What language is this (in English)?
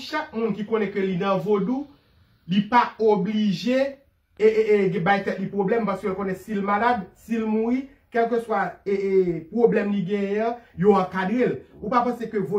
Haitian Creole